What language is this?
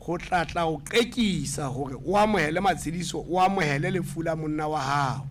Southern Sotho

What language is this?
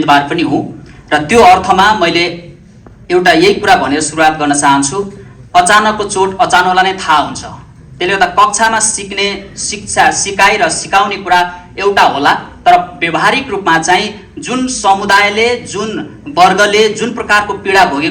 Nepali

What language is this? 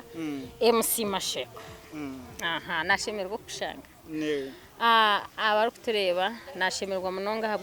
Nyankole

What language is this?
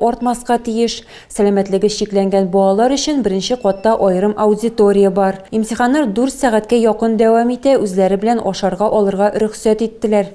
Tatar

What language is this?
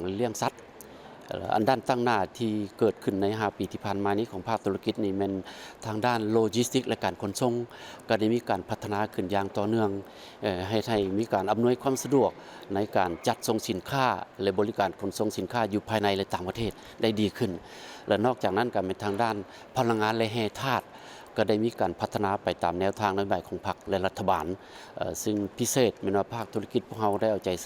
Lao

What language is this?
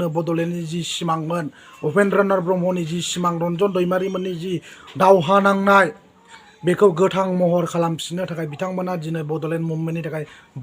Bodo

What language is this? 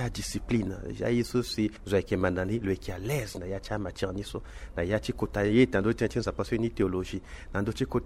Sango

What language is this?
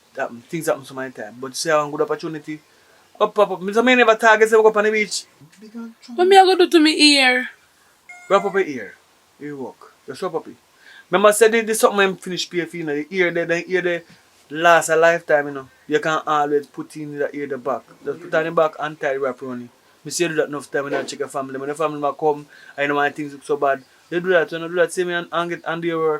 Jamaican Creole English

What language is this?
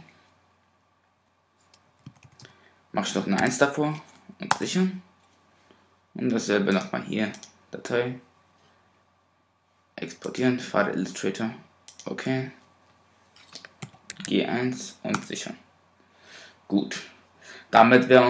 German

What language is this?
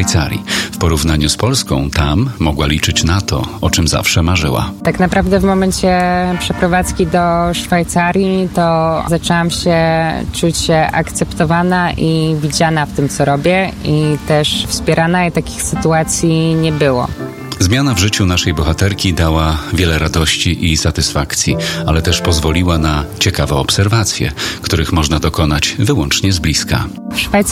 Polish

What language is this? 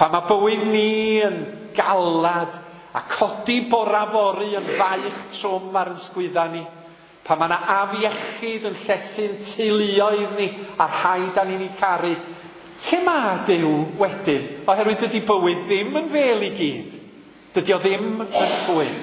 Welsh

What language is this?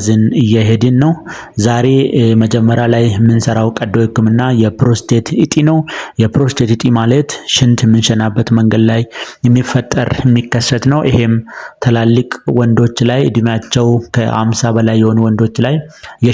Amharic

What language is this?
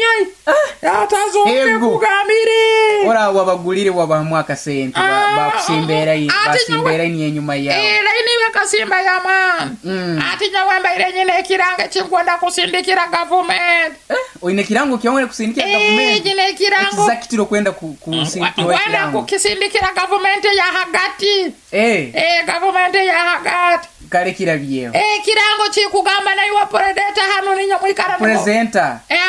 Nyoro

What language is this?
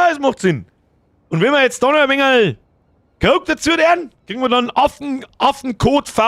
Bavarian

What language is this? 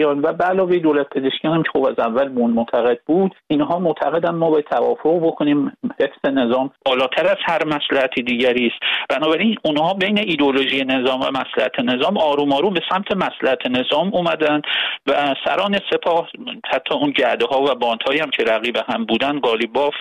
Persian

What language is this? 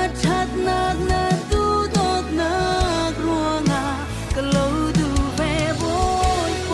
Falam Chin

